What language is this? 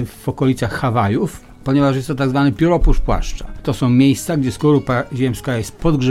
Polish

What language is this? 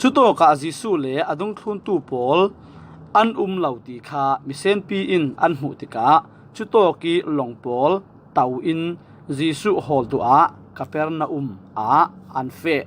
Falam Chin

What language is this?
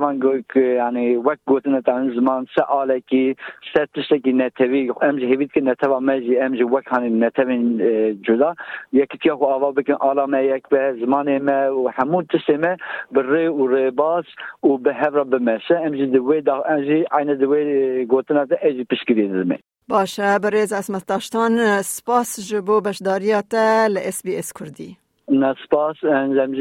Kurdish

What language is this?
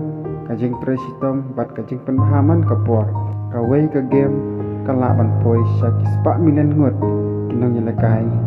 Khasi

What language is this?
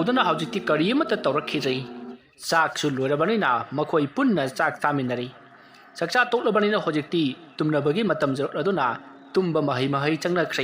Manipuri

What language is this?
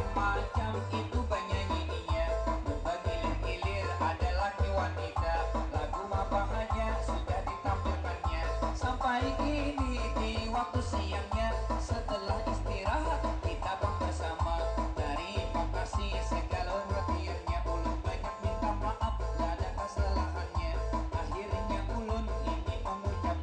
Banjar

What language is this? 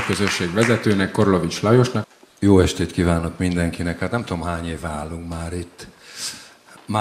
Hungarian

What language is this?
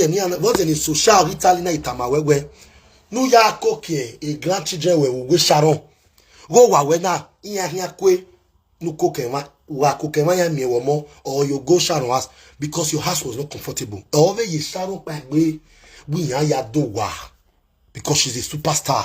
Nigerian Pidgin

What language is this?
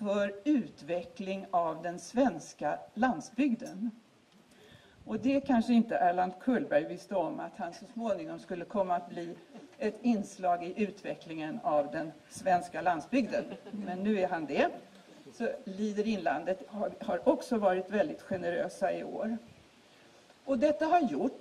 Swedish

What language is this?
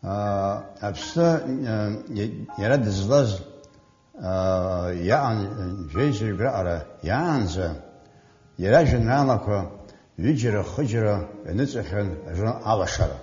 Abkhazian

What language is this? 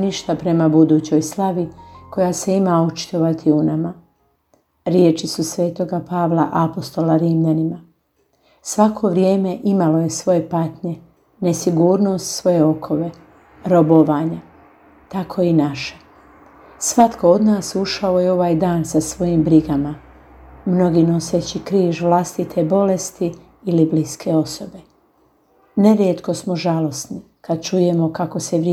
Croatian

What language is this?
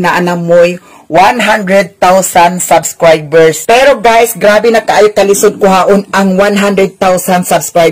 Cebuano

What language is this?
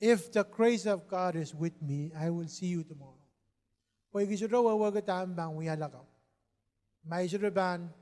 Pohnpeian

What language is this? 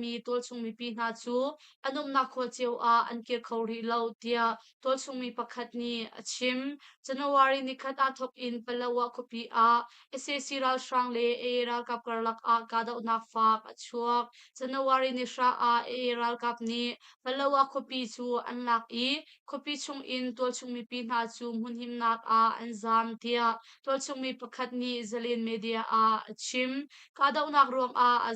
Hakha Chin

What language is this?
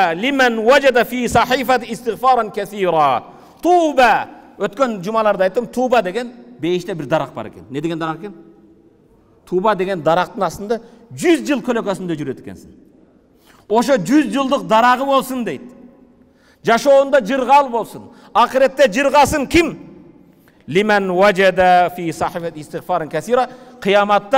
Kyrgyz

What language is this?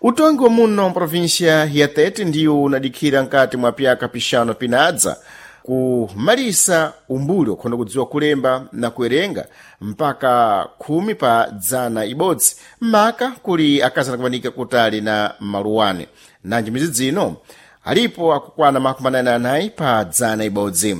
Sena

